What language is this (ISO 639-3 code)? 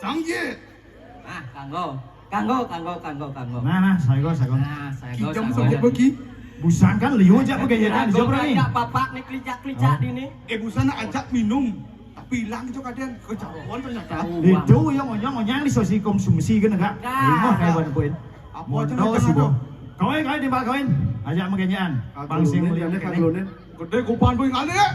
ban